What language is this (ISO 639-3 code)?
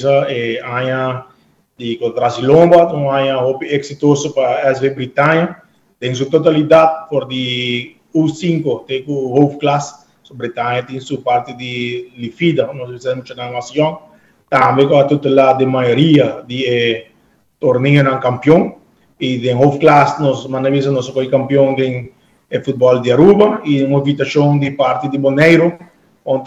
pap